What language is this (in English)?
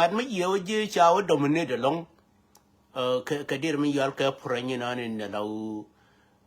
Nuer